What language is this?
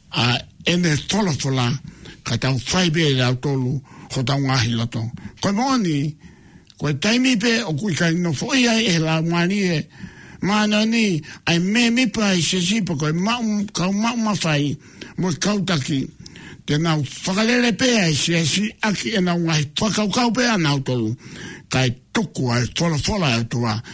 Tongan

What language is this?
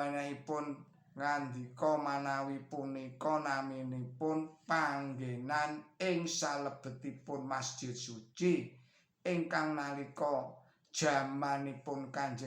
Javanese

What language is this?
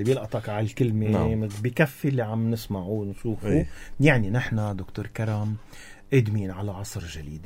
North Levantine Arabic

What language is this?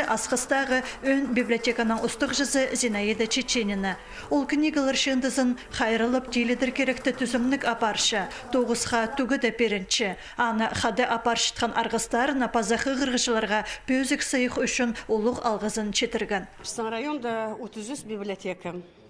Khakas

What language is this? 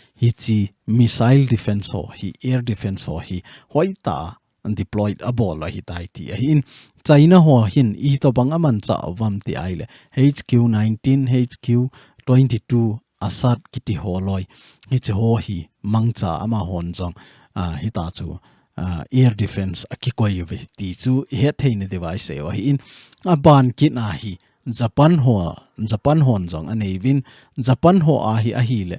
Thado Chin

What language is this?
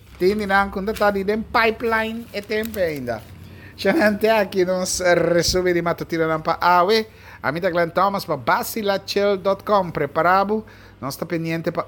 Papiamento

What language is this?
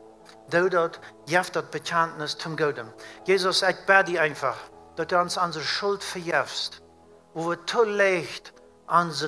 Plautdietsch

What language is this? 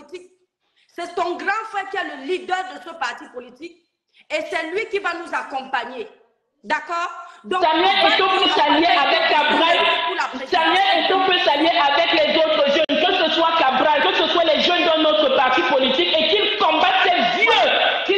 French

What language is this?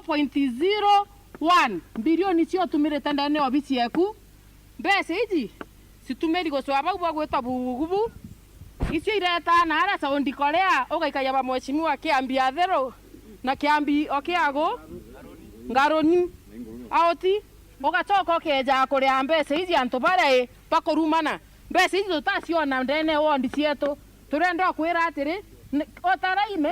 Meru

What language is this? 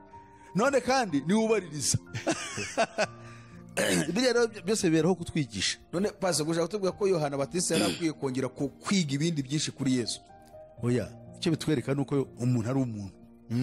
Kinyarwanda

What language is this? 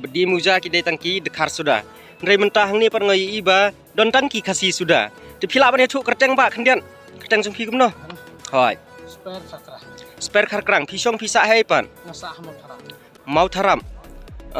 Khasi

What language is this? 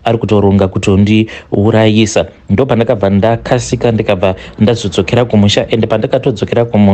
Shona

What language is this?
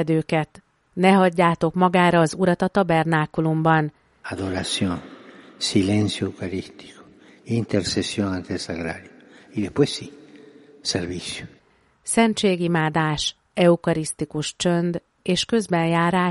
Hungarian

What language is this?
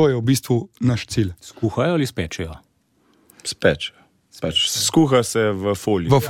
Slovenian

